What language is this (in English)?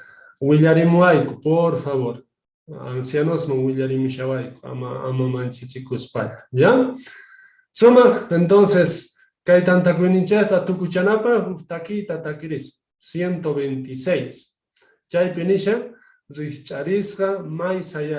Quechua